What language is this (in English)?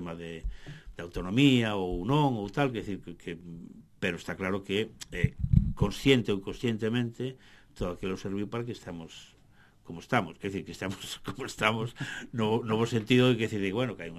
Galician